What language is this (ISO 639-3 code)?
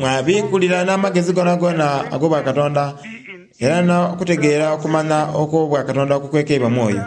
xog